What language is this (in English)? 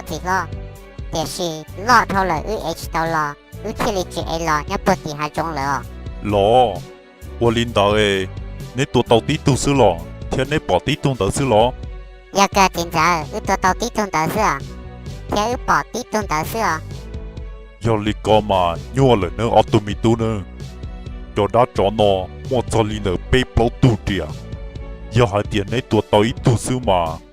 Hmong